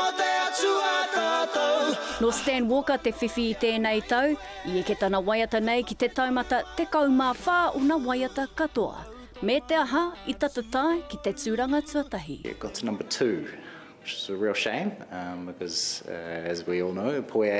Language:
Māori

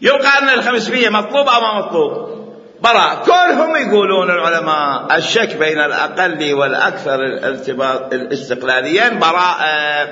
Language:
Mesopotamian Arabic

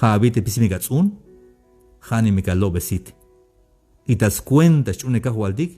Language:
Tzeltal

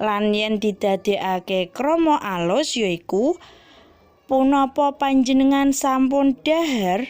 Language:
Javanese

